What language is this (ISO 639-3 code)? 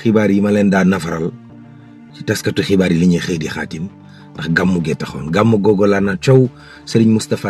wol